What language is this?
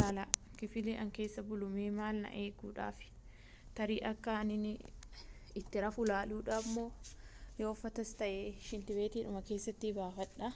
Oromo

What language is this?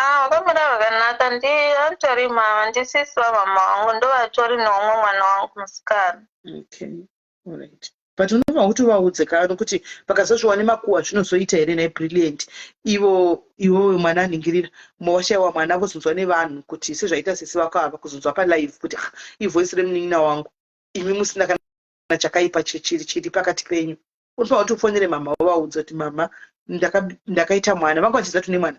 Shona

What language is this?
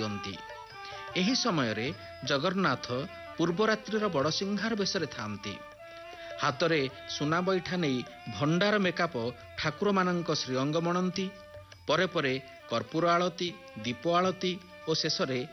Odia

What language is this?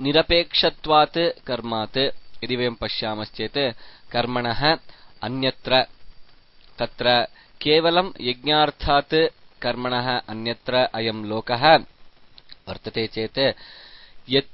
Sanskrit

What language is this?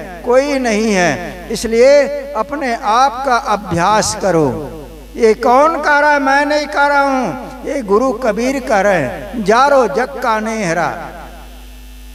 Hindi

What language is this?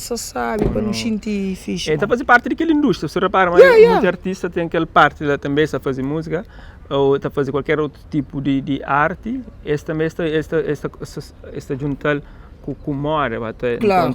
Kabuverdianu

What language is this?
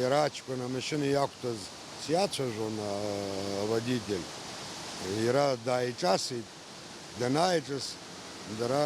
Abkhazian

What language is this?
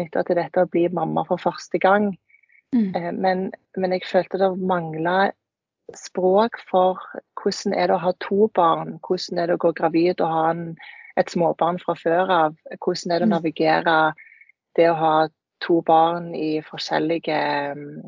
Norwegian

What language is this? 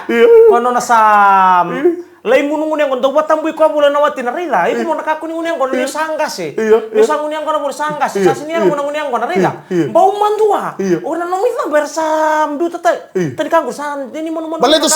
Fijian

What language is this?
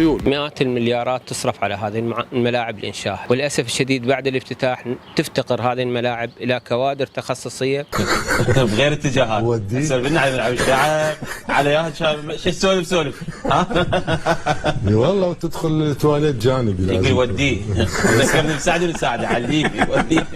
Mesopotamian Arabic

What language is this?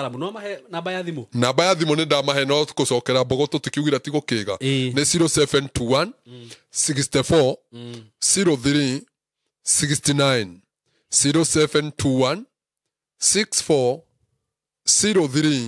Kikuyu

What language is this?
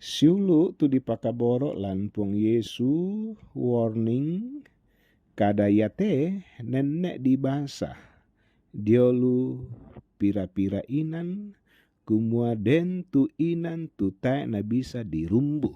Toraja-Sa'dan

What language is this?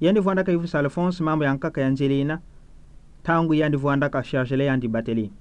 Kituba (Democratic Republic of Congo)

